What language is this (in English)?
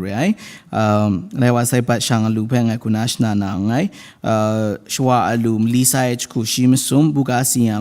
Kachin